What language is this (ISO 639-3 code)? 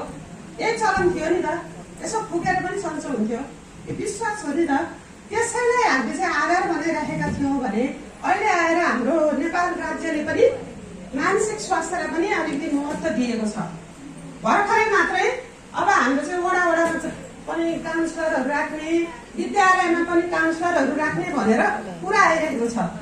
nep